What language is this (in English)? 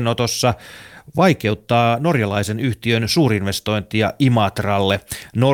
Finnish